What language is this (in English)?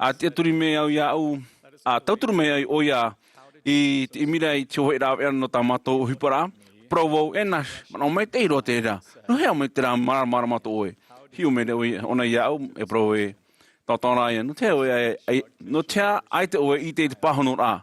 Tahitian